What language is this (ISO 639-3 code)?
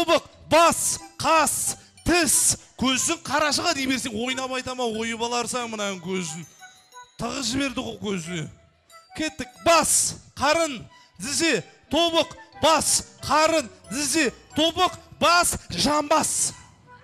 kaz